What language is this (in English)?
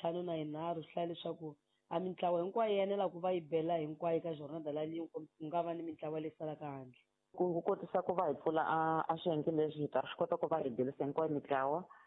Tsonga